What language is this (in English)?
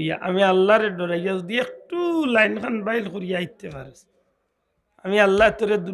Sylheti